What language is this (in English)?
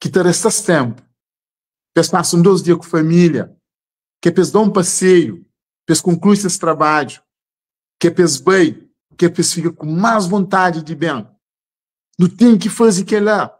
Kabuverdianu